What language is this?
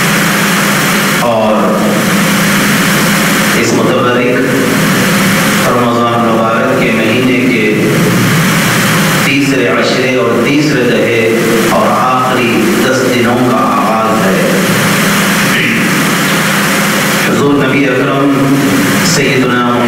Urdu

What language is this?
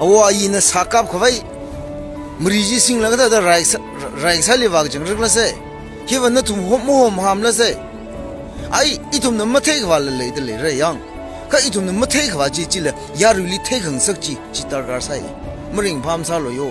Tangkhul Naga (India)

